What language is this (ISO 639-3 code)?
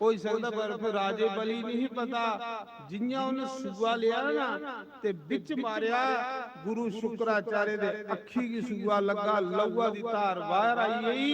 doi